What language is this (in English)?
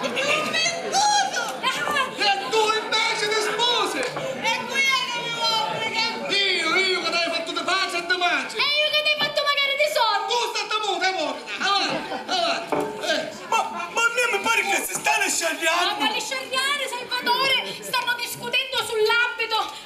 Sicilian